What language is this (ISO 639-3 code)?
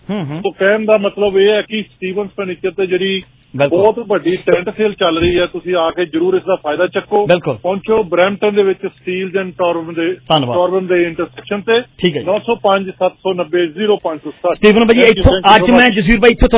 pan